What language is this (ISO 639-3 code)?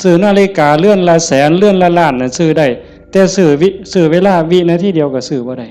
tts